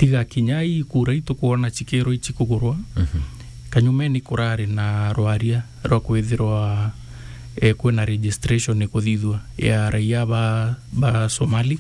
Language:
Meru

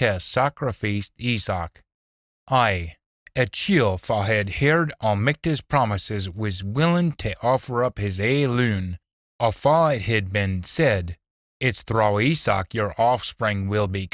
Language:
Scots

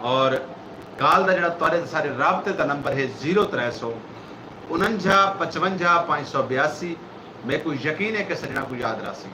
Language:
Saraiki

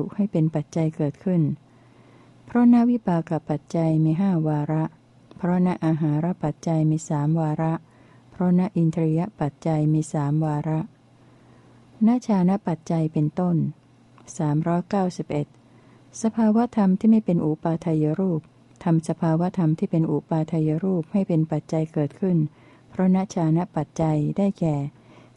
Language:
Thai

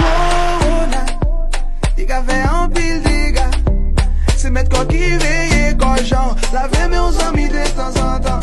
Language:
Haitian Creole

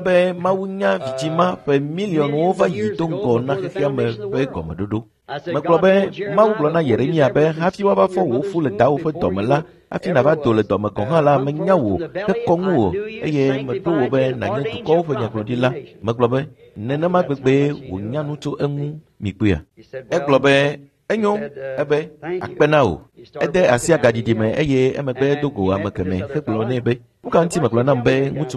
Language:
Ewe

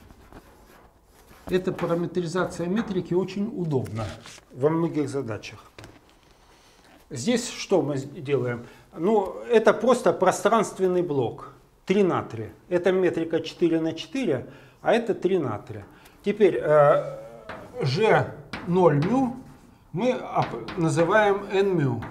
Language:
Russian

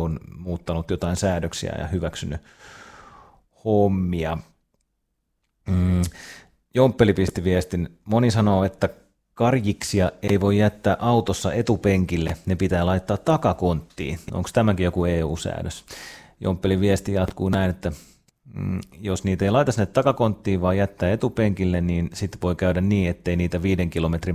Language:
Finnish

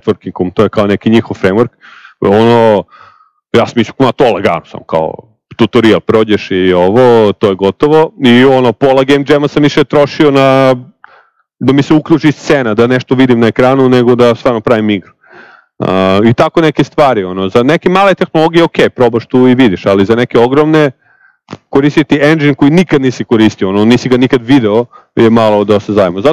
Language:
Serbian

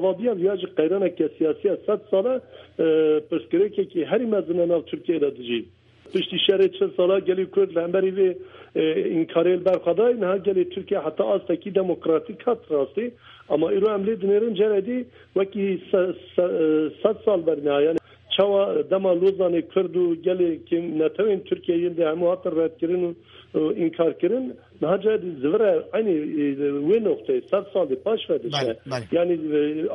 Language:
Kurdish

